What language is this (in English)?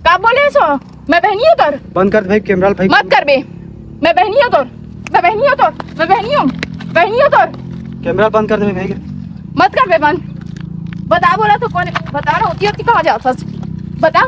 Chhattisgarhi